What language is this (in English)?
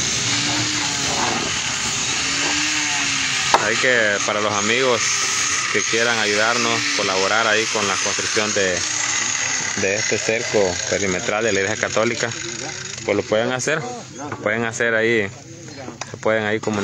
Spanish